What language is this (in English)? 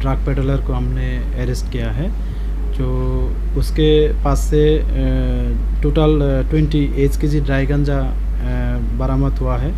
Kok Borok